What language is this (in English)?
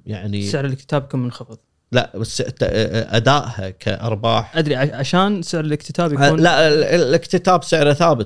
Gulf Arabic